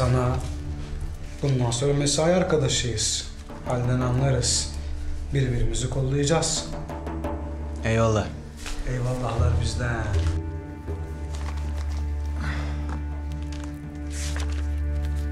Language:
Turkish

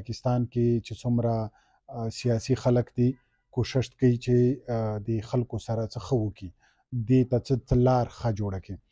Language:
Pashto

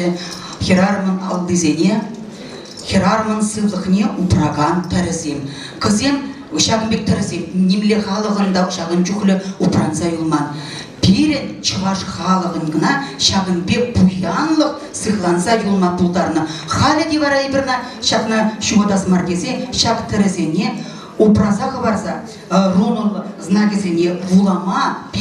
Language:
Chuvash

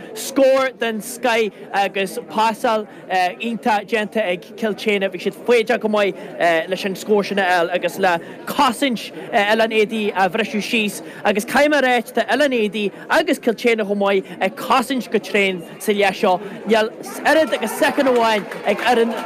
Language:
Irish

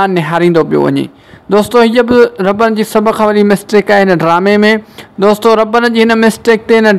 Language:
Sindhi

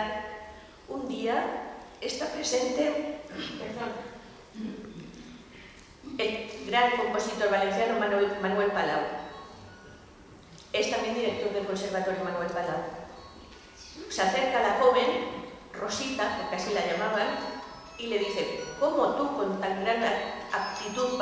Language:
Spanish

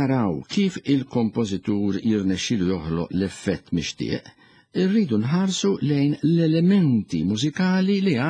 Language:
Maltese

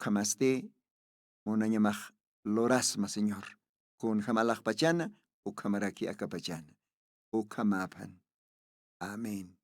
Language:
Aymara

